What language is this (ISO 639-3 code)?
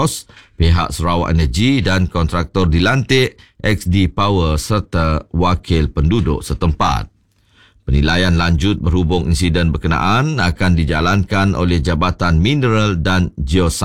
msa